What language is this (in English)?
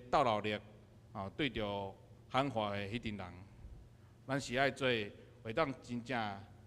Min Nan Chinese